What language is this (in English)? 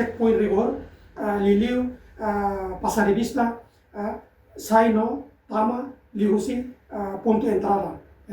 Tetum